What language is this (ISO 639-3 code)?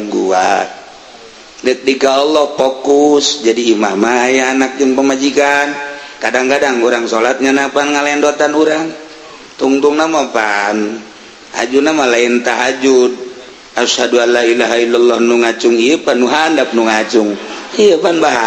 sun